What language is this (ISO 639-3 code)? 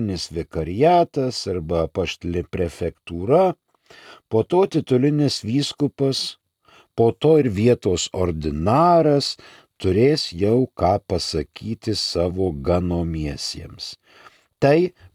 lit